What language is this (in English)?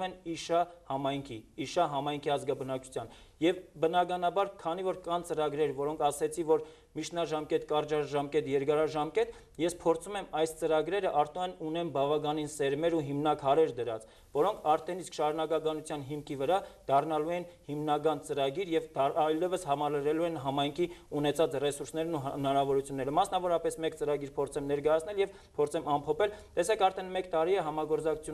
Armenian